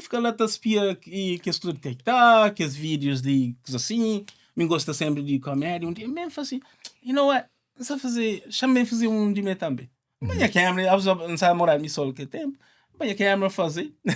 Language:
Kabuverdianu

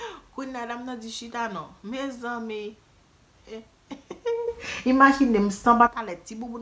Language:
Haitian Creole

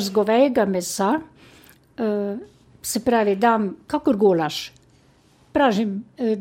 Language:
Slovenian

